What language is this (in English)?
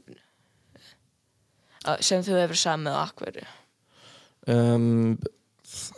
Icelandic